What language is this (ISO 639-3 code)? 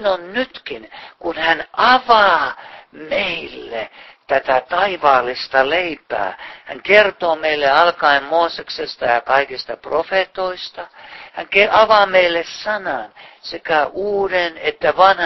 fin